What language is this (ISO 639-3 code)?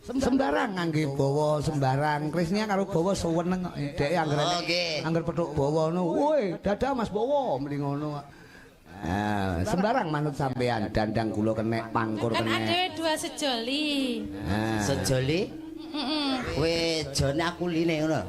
jav